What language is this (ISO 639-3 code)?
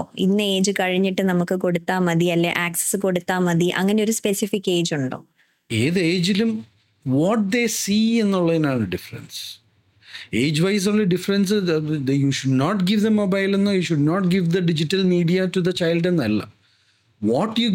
mal